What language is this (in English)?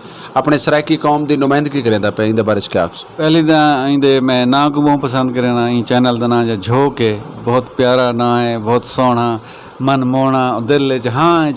Saraiki